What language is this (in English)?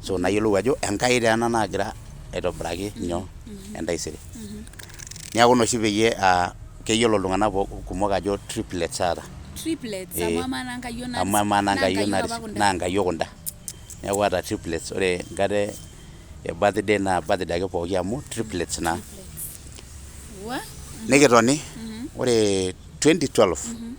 Masai